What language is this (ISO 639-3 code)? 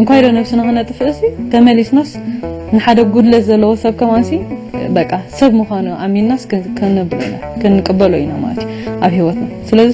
tir